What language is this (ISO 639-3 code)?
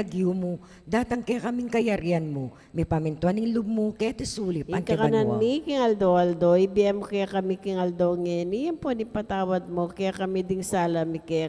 pam